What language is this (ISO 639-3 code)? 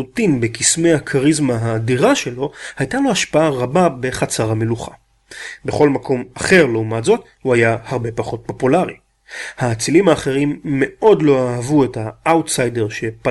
heb